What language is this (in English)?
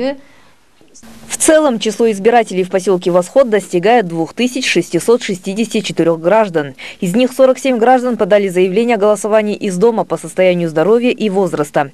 Russian